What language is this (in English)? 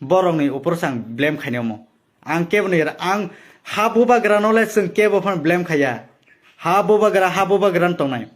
Kok Borok